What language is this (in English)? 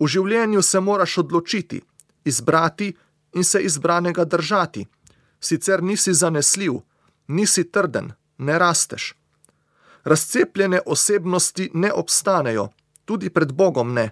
Slovenian